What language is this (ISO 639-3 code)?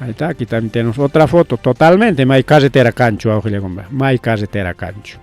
quy